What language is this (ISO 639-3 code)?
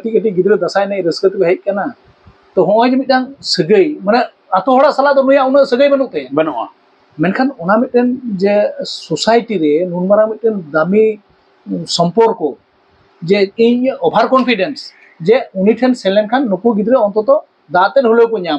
sat